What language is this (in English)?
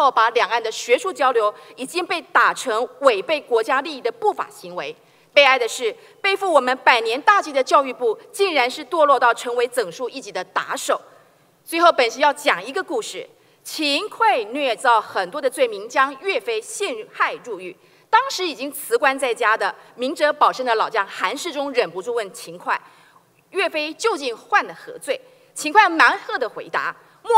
Chinese